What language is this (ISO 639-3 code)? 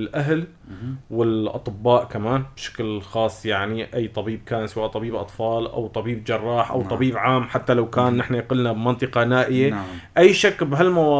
apc